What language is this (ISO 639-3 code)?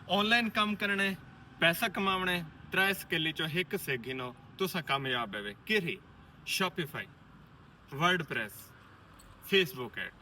skr